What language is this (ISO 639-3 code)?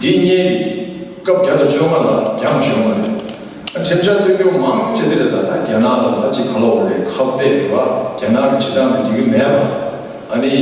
bod